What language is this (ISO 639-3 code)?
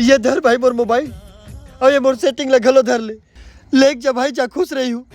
hne